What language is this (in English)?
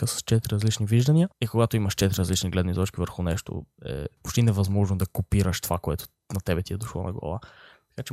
Bulgarian